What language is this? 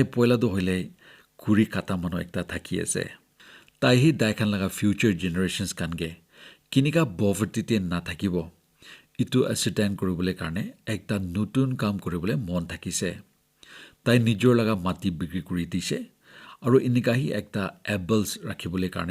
Naga Pidgin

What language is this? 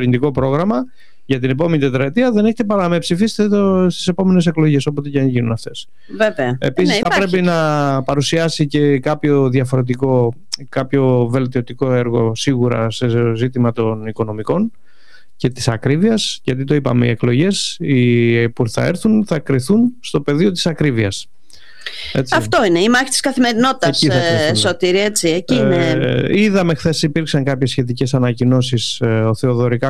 Greek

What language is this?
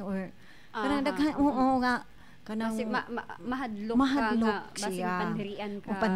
Cebuano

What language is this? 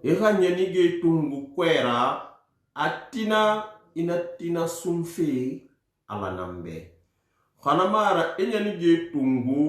Susu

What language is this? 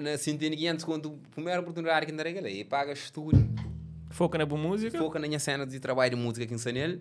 Kabuverdianu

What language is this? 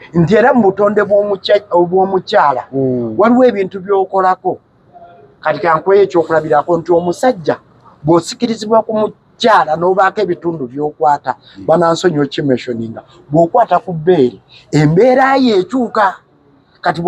Ganda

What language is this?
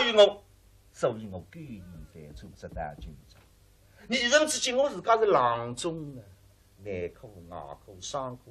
Wu Chinese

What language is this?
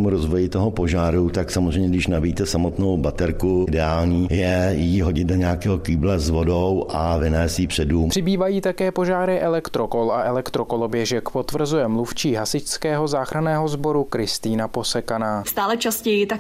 Czech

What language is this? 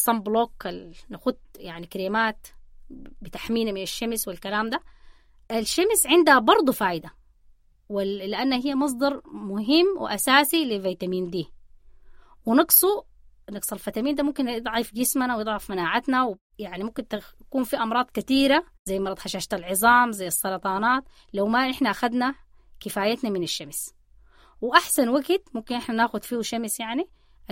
Sudanese Arabic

